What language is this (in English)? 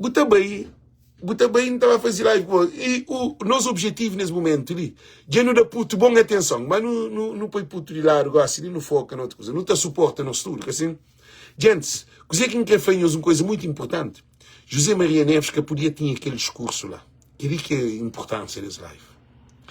Kabuverdianu